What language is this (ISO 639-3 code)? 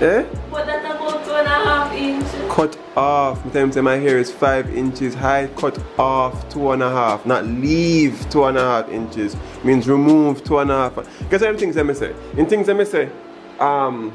jam